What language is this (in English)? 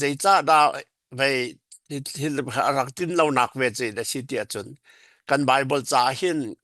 Falam Chin